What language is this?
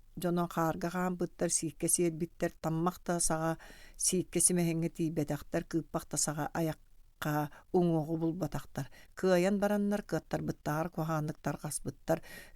Yakut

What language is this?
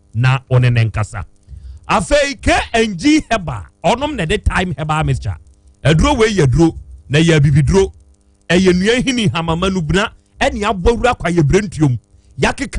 Akan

